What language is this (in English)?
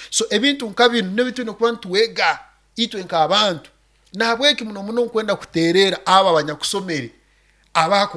Nyoro